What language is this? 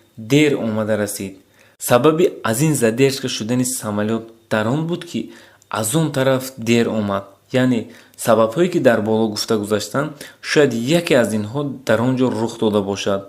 Tajik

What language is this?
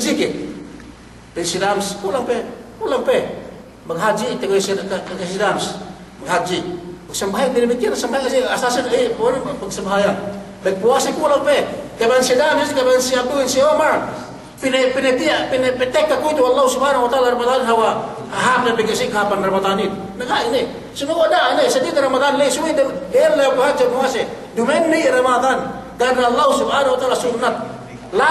Yakan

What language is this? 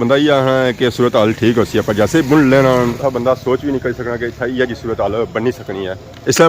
Pahari-Potwari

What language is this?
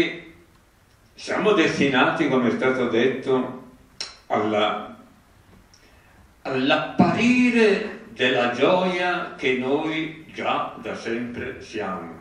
Italian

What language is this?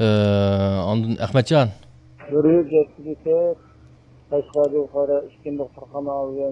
Uyghur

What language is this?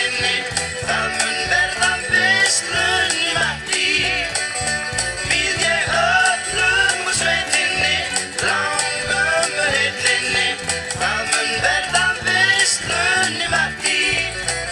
Icelandic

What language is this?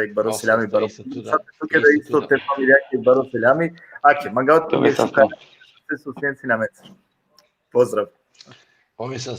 Balkan Romani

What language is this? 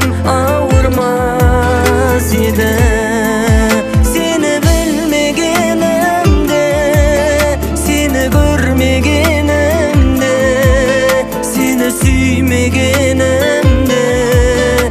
Kazakh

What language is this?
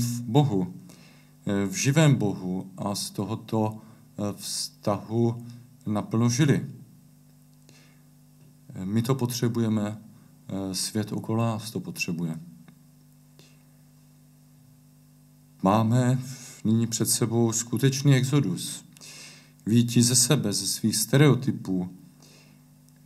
Czech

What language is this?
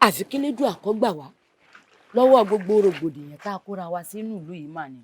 Yoruba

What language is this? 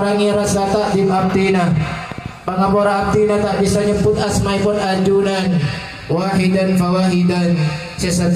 Madurese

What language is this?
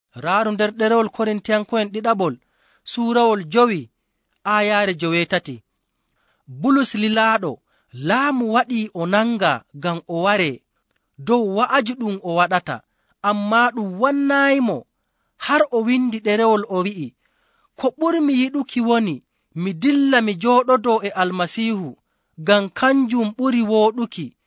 Nigerian Fulfulde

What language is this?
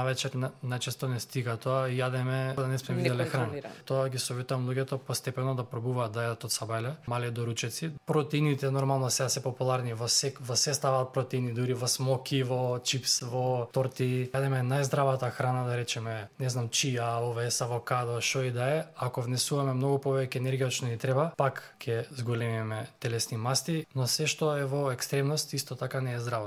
Macedonian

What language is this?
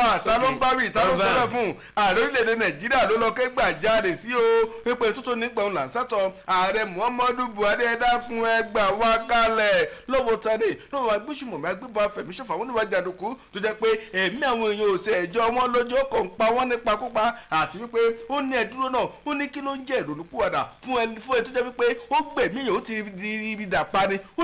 Yoruba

